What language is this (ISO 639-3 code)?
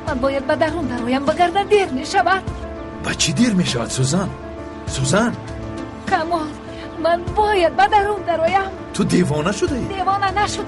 tgk